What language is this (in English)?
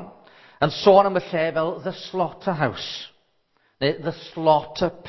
Welsh